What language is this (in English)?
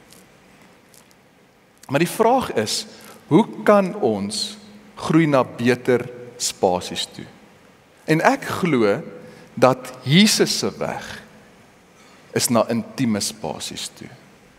Afrikaans